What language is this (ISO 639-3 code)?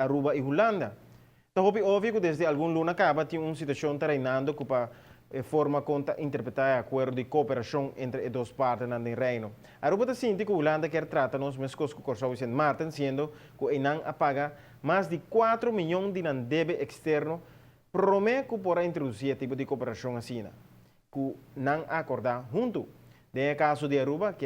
pap